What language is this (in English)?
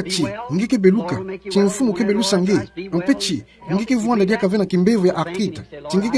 Kituba (Democratic Republic of Congo)